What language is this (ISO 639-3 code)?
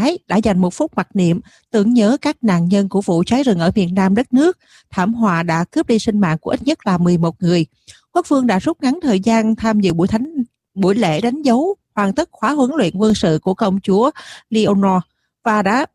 vie